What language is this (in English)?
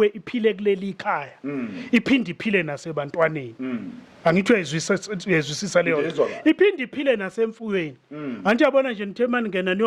Zulu